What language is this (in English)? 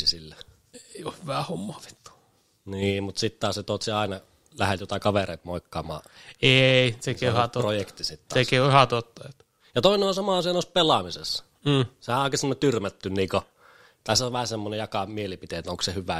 Finnish